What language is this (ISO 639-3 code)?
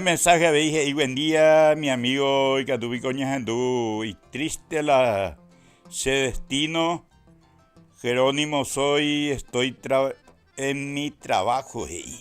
grn